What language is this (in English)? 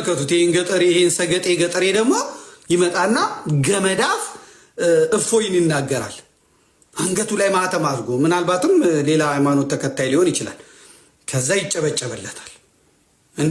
Amharic